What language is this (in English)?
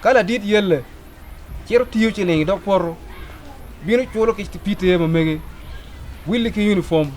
Acoli